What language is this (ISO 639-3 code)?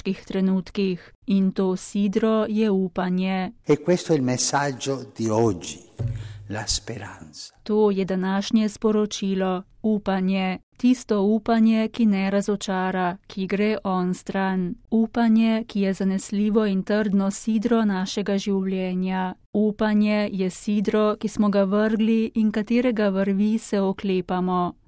slv